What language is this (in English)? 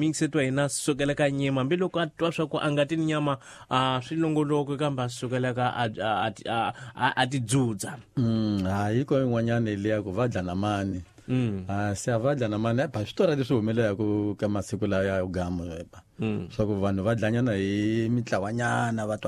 Tsonga